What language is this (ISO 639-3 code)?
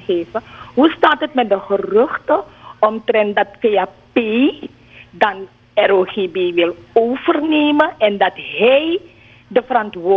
nld